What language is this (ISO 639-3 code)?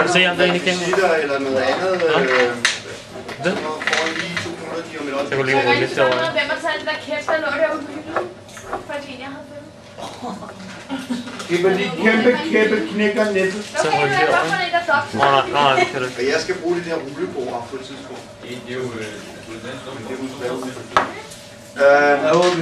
dan